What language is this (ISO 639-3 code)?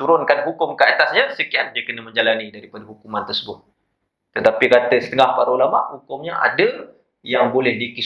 msa